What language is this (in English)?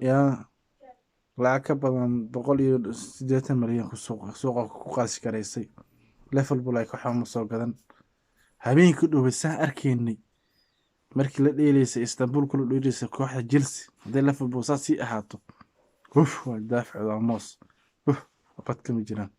Somali